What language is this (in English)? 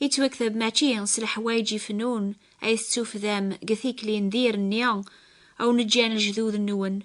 Kabyle